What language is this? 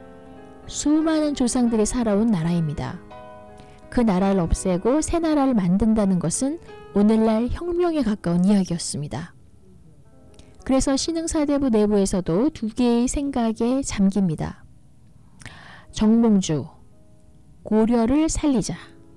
Korean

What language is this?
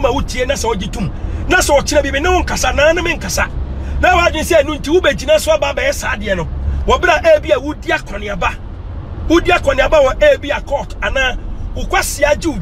Akan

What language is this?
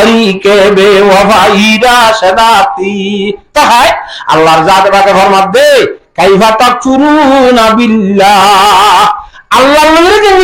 Rohingya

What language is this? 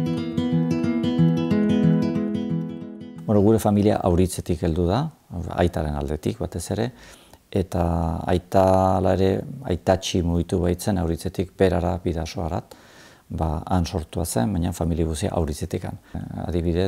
Basque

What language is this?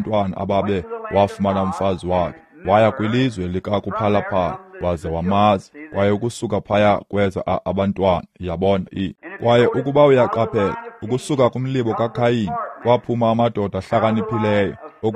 Xhosa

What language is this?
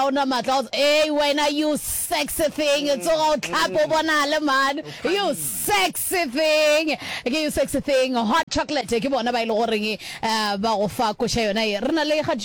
Northern Sotho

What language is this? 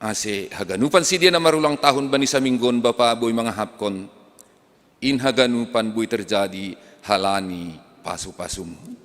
Batak Simalungun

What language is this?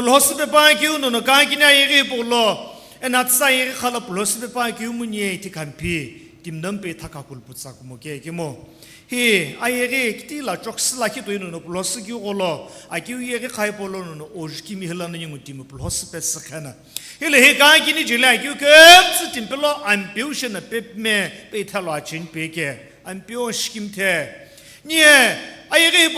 Sumi Naga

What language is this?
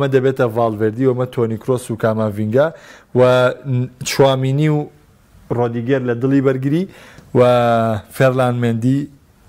Central Kurdish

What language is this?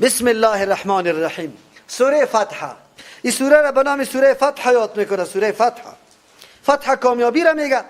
Persian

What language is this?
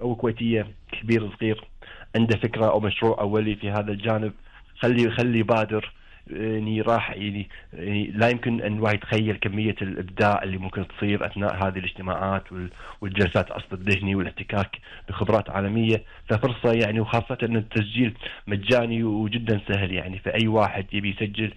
Gulf Arabic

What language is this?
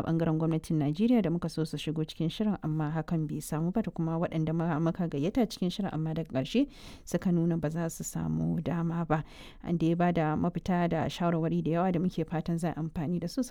Hausa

